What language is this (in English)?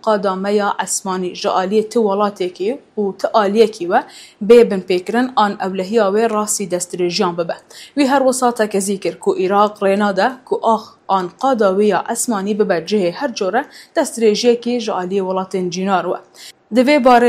Kurdish